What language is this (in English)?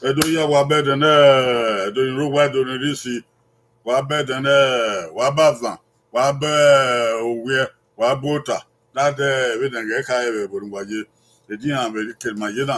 Bini